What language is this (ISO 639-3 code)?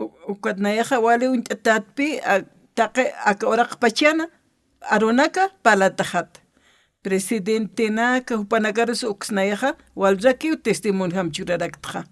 aym